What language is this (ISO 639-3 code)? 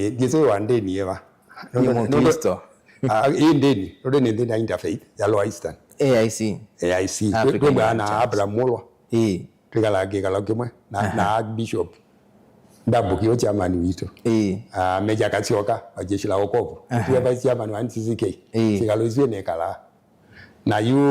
kam